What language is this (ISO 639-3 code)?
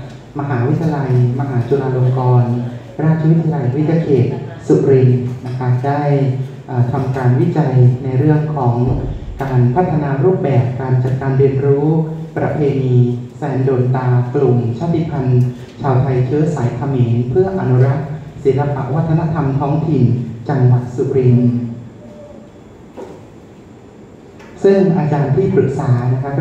tha